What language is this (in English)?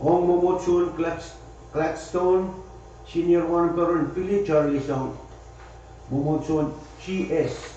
Pohnpeian